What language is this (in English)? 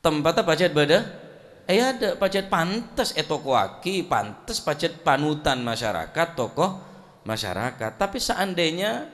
Madurese